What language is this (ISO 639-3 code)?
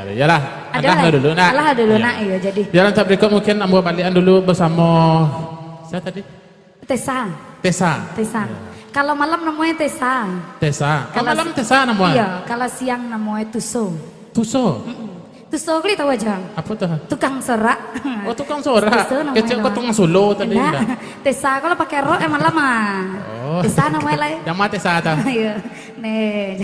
min